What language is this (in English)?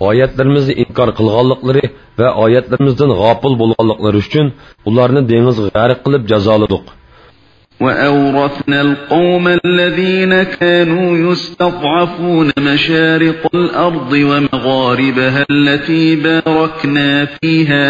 Uyghur